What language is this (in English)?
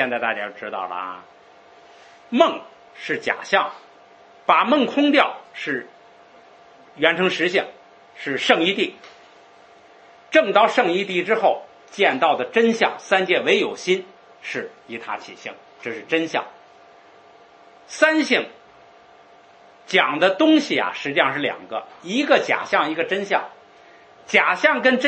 Chinese